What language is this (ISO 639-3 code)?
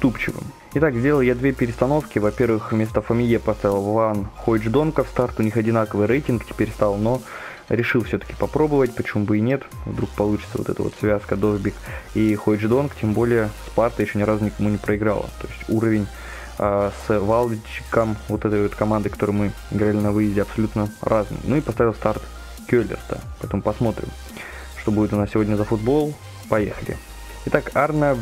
rus